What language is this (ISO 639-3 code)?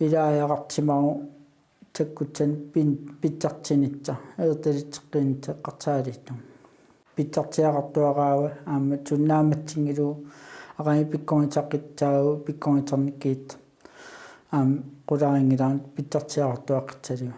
kal